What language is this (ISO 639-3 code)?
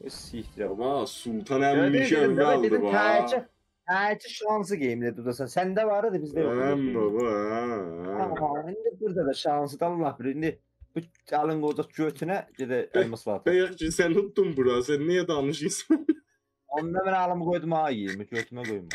azb